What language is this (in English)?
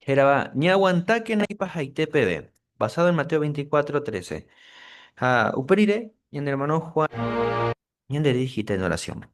Guarani